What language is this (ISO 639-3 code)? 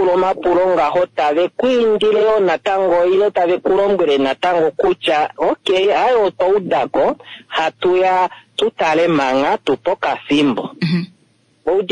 kua